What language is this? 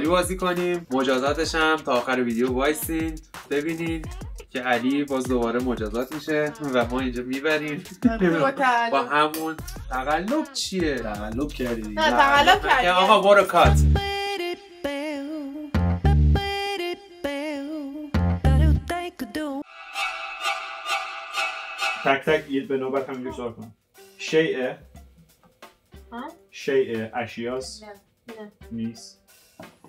Persian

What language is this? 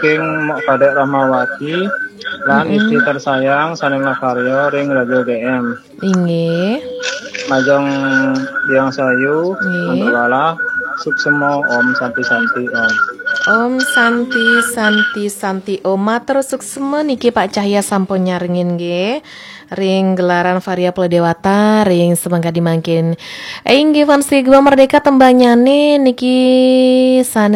Balinese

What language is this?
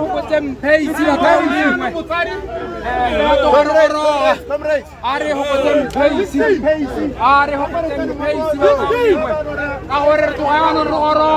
Tswana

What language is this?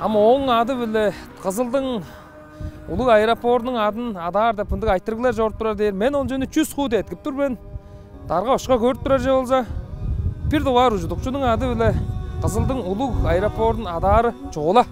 Tuvinian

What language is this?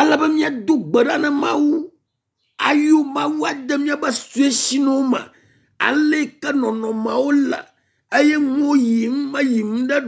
Ewe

